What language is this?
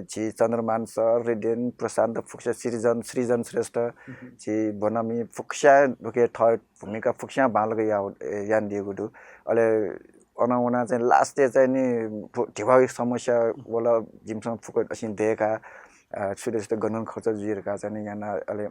Newari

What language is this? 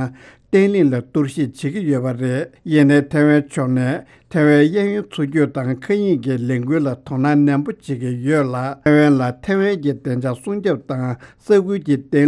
Tibetan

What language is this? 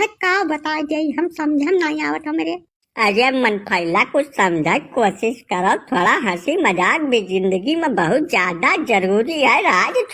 Awadhi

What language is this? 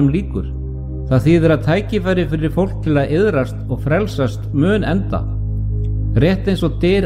Icelandic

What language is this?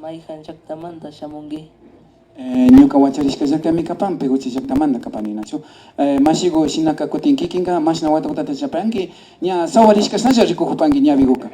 Imbabura Highland Quichua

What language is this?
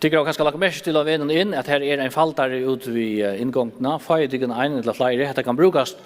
Faroese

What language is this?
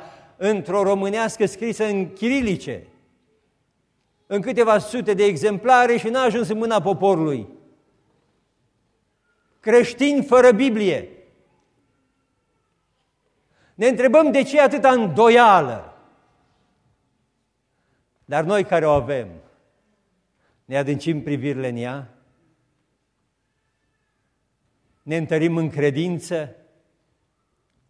Romanian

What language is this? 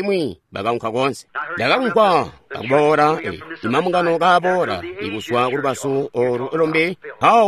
Tonga (Zambia)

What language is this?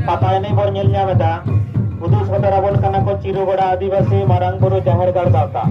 Santali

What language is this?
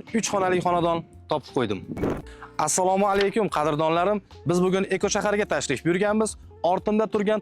Uzbek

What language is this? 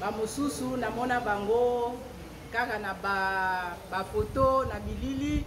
Lingala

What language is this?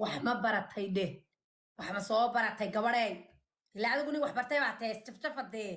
Somali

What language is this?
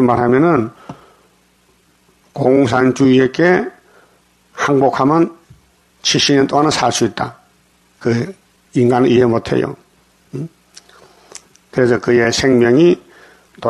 Korean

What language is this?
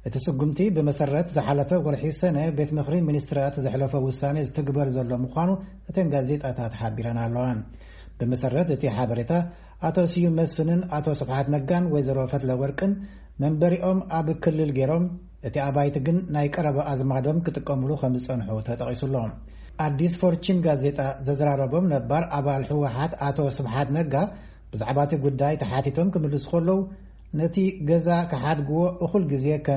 Tigrinya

